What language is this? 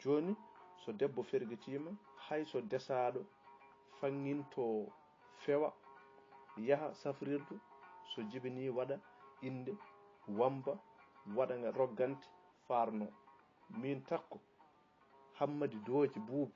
Fula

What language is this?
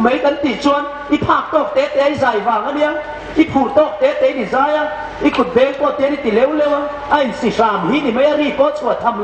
Hmar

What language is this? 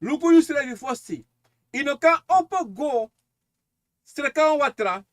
Sranan Tongo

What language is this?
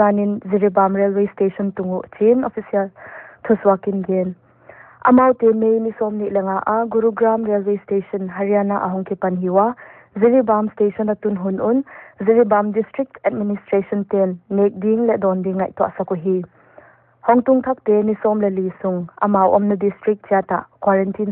Paite Chin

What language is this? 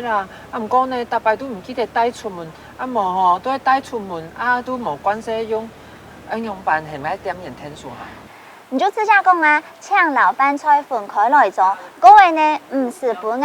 Hakka Chinese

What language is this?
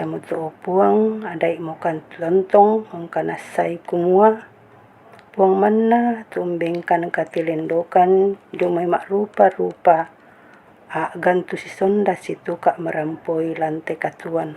Toraja-Sa'dan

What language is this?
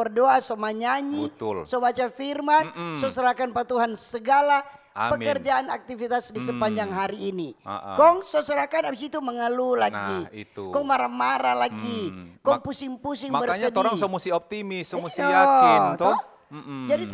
Manado Malay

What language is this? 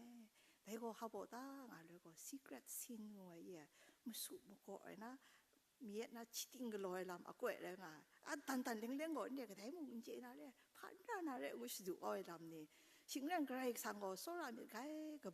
Kachin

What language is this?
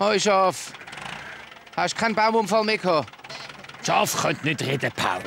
Swiss German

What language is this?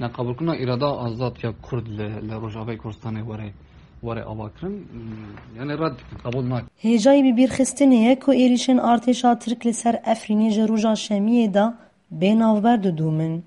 Kurdish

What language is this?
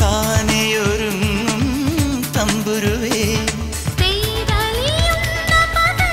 Malayalam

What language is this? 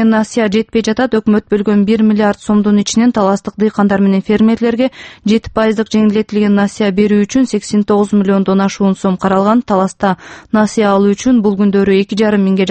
Kyrgyz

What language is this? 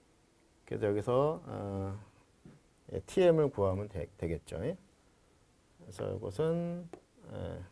Korean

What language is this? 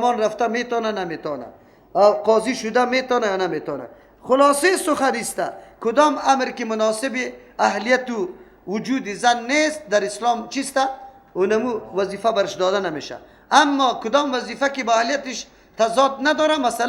Persian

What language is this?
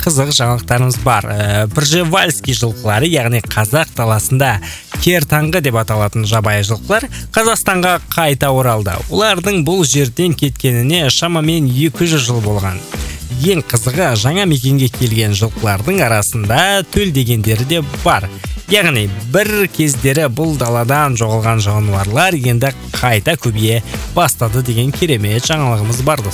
Kazakh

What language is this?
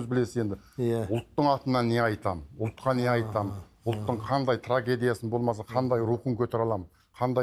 Kazakh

